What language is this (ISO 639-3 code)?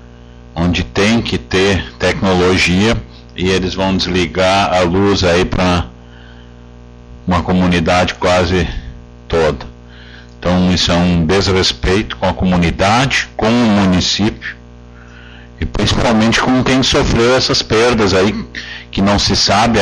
por